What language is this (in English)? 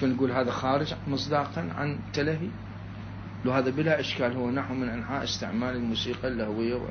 Mesopotamian Arabic